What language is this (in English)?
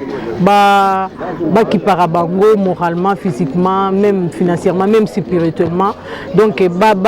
Lingala